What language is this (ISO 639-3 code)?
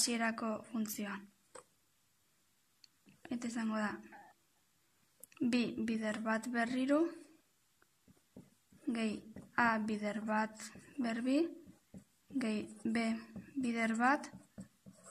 eus